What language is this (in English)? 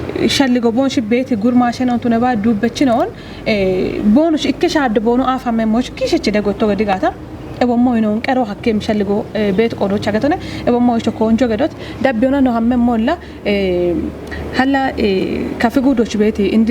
Kafa